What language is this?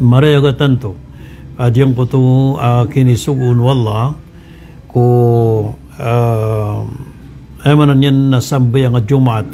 Maranao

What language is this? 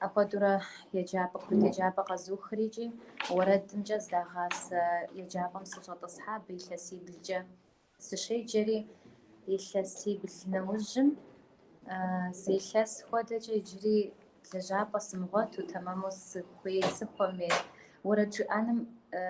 Kabardian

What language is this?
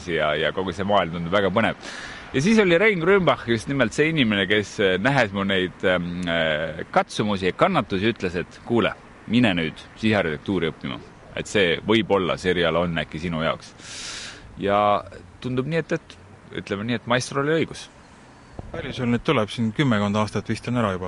Estonian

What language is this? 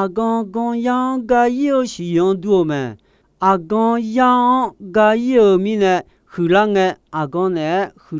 Akha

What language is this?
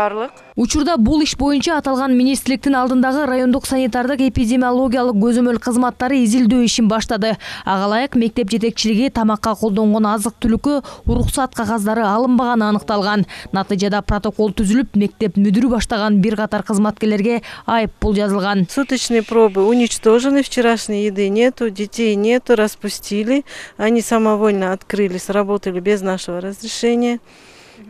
Kyrgyz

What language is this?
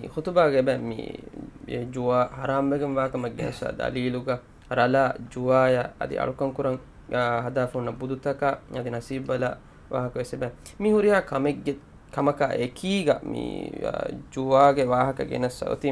Divehi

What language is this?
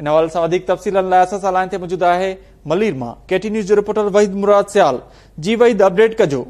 Sindhi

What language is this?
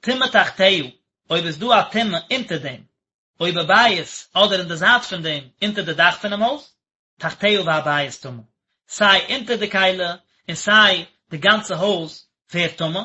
Yiddish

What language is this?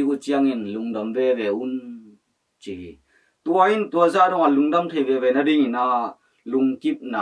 Tedim Chin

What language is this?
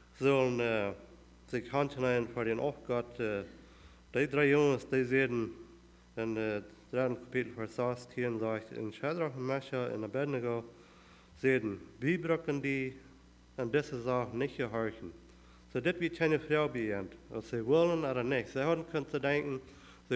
Plautdietsch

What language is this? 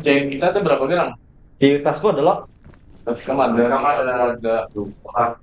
Banjar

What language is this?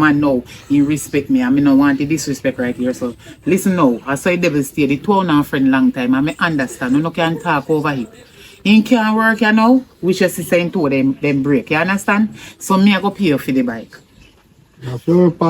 Jamaican Creole English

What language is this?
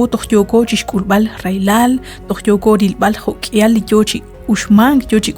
Kekchí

